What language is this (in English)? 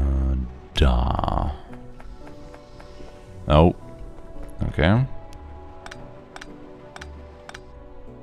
German